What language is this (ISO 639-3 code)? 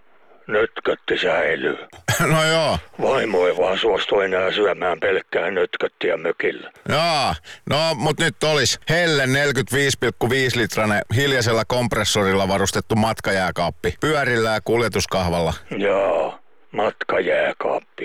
fin